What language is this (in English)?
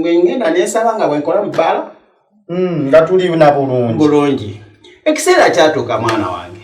Ganda